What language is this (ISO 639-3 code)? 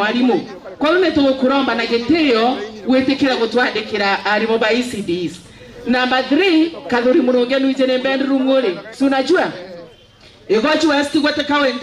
mer